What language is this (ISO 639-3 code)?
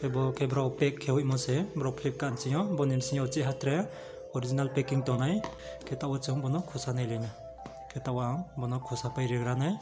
ria